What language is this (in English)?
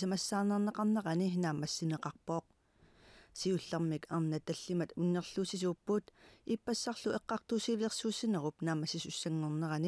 Kalaallisut